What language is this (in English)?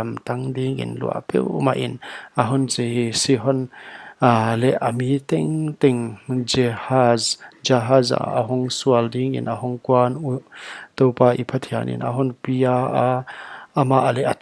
Paite Chin